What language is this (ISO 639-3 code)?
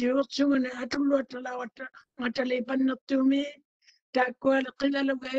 mri